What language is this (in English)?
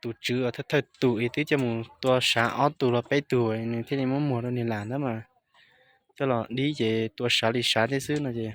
Hmong